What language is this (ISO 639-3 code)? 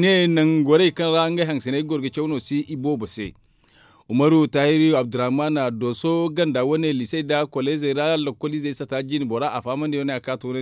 dje